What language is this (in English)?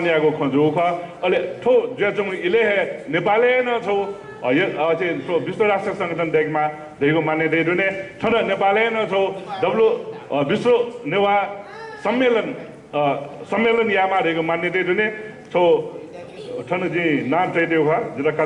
Newari